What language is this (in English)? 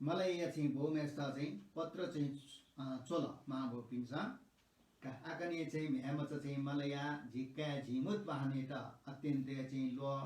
Newari